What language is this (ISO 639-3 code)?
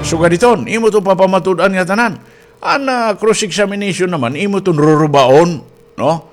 war